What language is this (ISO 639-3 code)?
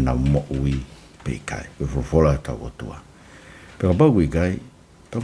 ton